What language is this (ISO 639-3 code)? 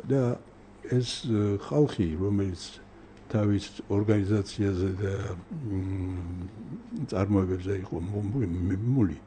kat